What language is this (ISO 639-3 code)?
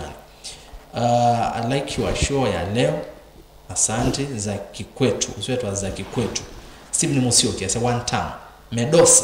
kam